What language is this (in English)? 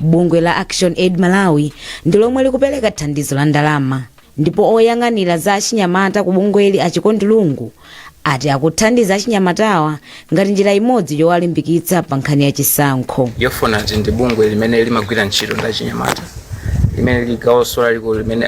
Nyanja